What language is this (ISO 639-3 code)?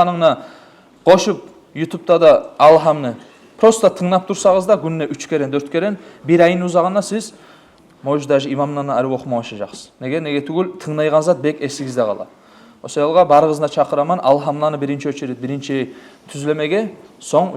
kum